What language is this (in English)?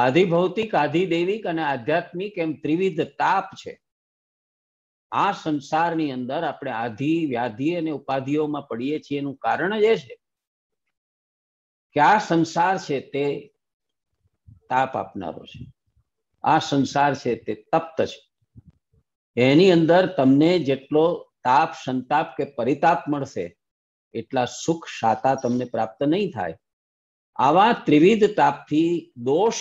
Gujarati